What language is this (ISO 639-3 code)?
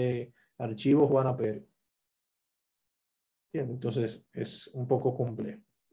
spa